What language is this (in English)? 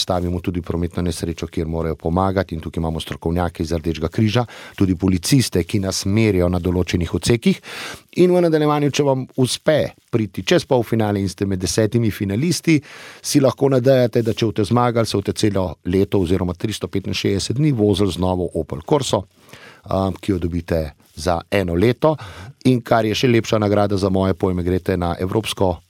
Slovenian